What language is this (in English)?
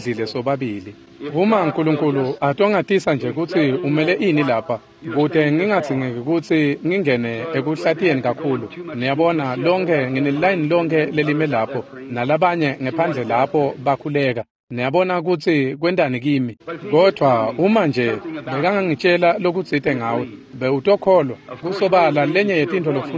Swati